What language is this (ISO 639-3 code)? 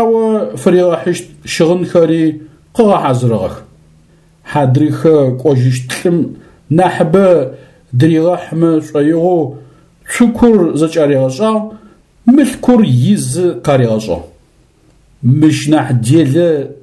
ady